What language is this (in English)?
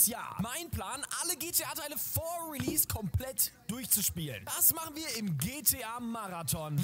German